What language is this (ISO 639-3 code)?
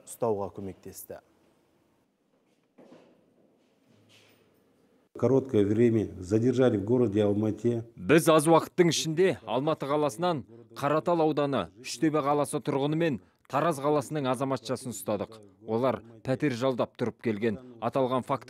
kaz